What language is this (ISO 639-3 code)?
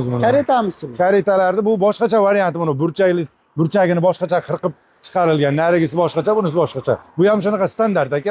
uzb